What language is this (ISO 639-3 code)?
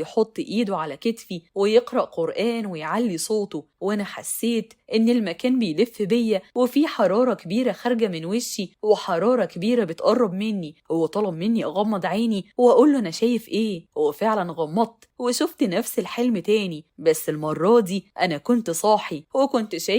arz